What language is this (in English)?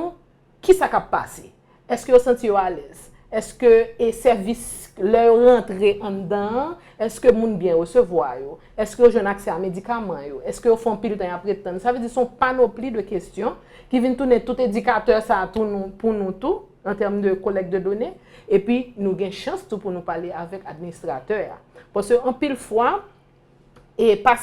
Haitian Creole